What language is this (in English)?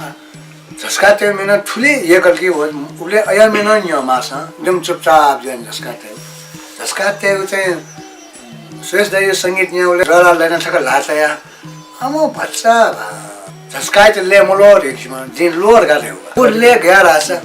Newari